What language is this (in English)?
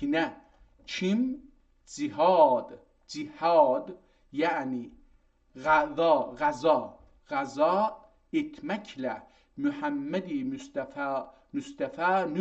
South Azerbaijani